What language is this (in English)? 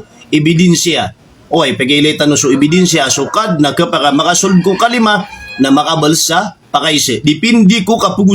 Maranao